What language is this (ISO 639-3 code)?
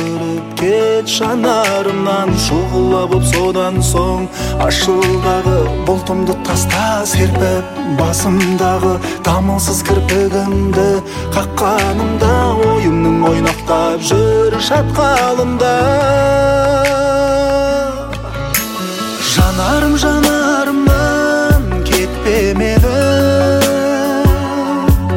kaz